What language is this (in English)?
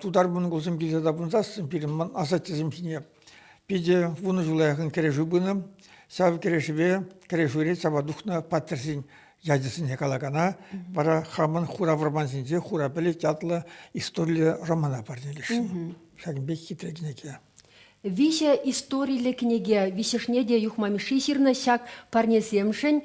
Chuvash